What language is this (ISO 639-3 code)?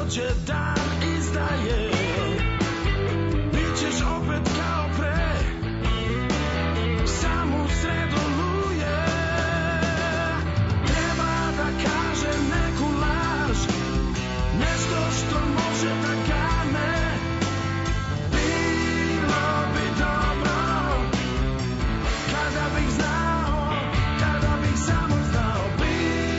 srp